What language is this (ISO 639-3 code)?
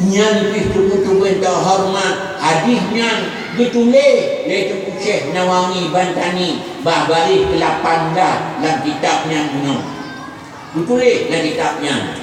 ace